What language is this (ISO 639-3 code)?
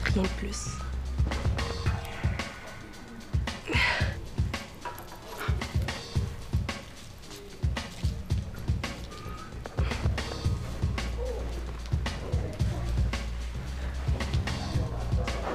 fra